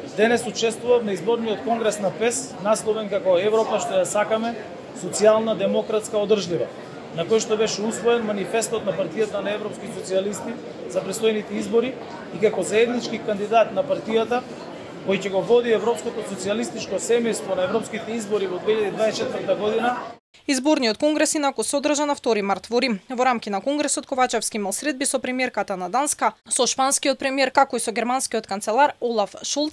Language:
Macedonian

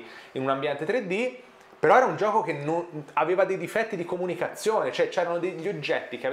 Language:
Italian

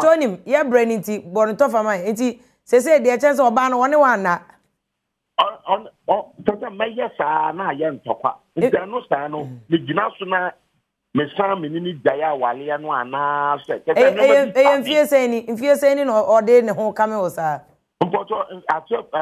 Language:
Akan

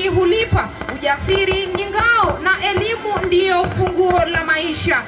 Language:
Swahili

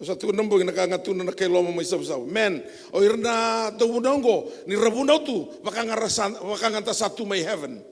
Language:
Fijian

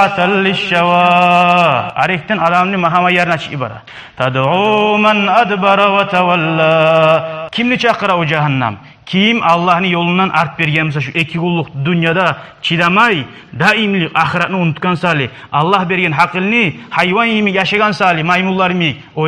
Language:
Kumyk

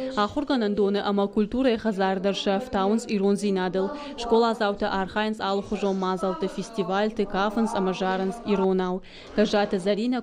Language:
Ossetic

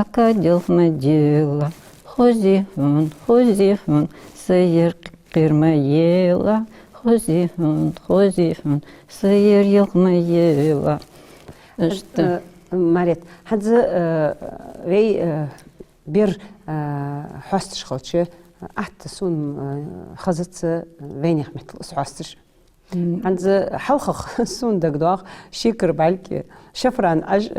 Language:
Ingush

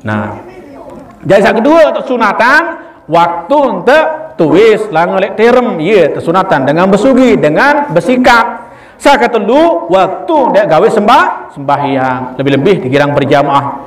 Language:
Sasak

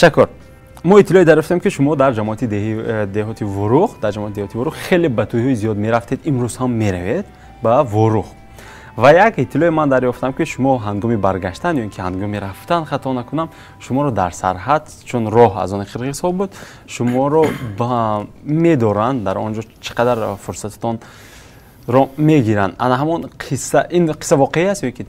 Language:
Tajik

